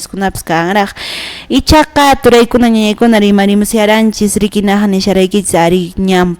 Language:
Quechua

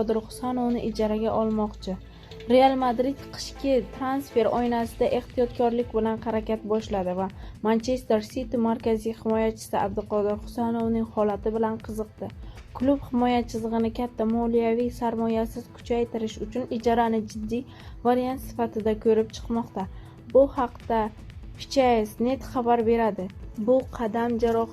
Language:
Uzbek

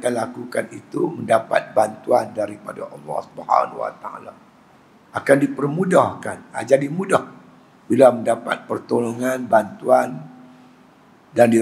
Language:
Malay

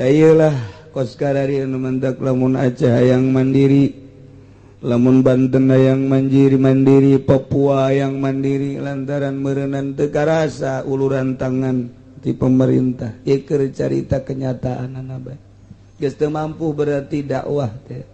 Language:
Sundanese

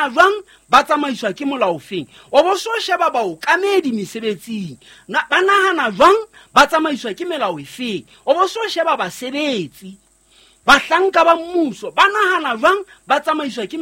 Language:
Southern Sotho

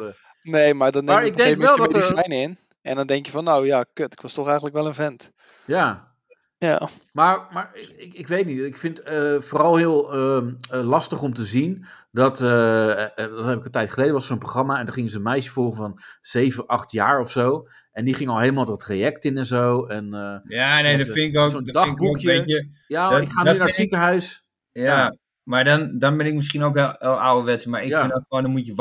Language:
Dutch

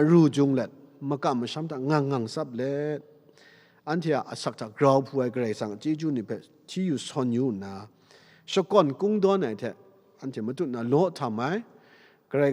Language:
Kachin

